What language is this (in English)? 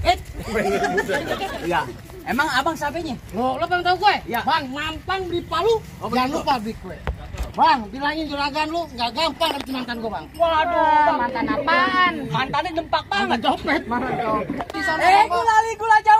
Betawi